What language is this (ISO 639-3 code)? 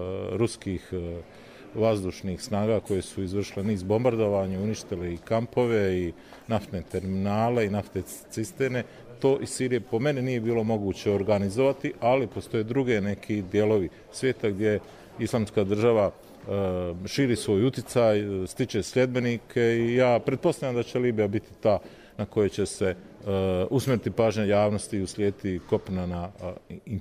bos